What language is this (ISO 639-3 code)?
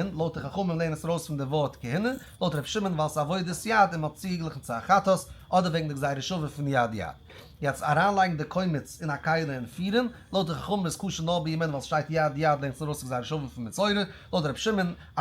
yid